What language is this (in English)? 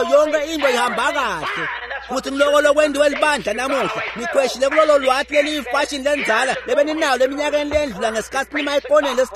Swati